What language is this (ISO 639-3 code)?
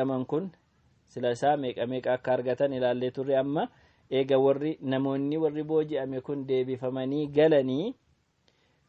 orm